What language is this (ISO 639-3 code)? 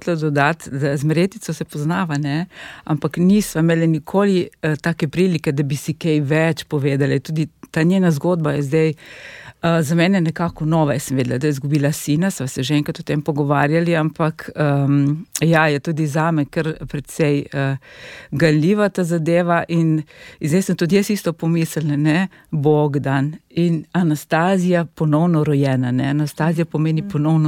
slv